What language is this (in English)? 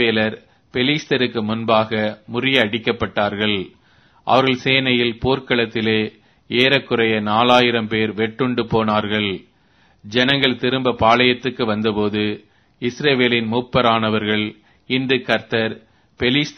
Tamil